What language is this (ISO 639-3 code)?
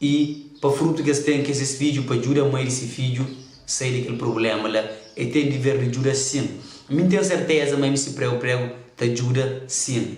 kea